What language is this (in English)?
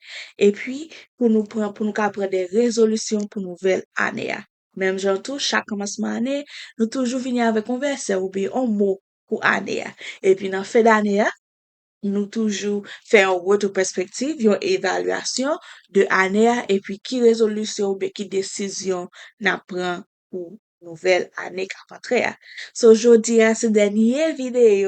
Haitian Creole